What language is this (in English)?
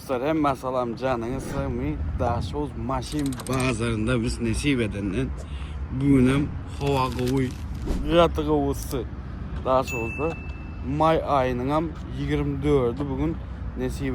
Turkmen